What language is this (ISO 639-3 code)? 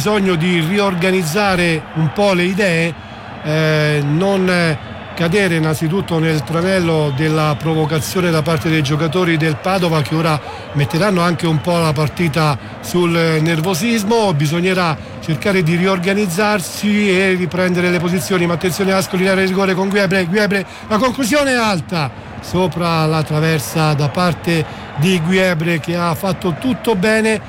ita